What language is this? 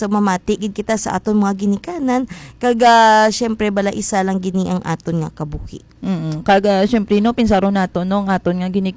Hiligaynon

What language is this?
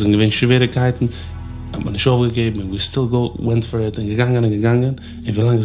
Yiddish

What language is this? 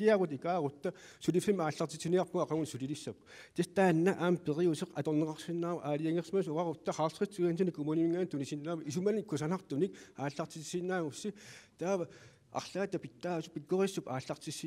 Kalaallisut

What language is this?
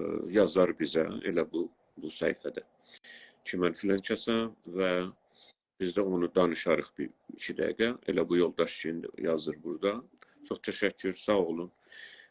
South Azerbaijani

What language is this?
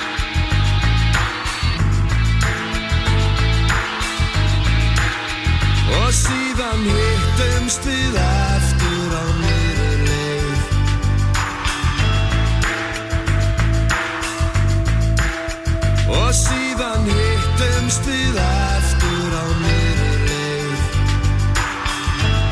Icelandic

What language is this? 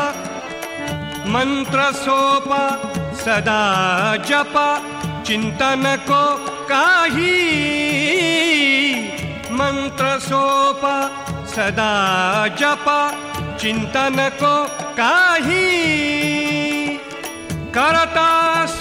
Marathi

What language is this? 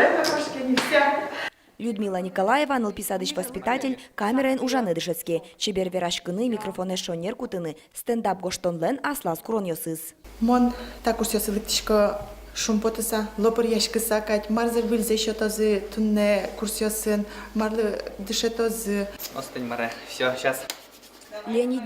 Udmurt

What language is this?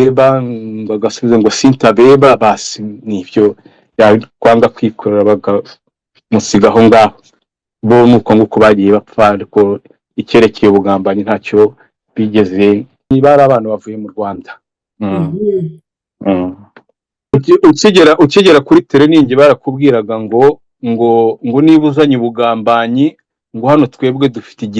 Kinyarwanda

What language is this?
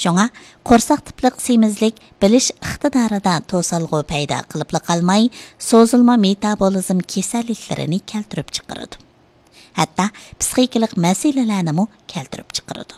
Uyghur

